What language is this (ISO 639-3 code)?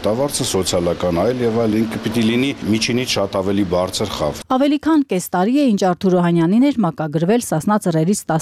hye